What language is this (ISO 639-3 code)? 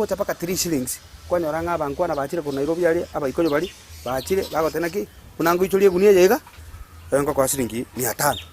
guz